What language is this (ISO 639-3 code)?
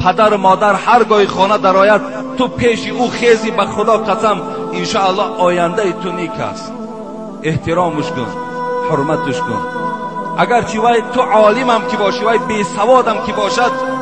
tgk